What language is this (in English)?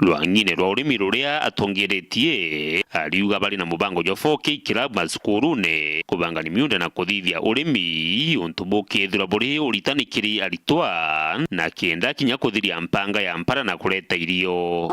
Meru